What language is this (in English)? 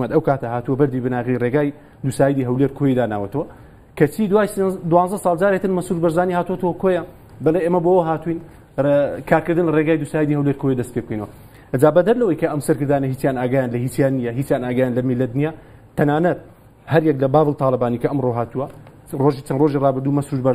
Central Kurdish